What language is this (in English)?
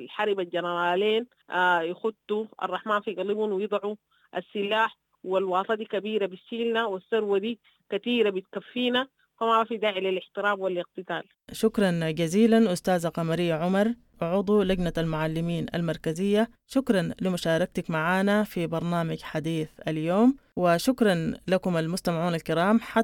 Sudanese Arabic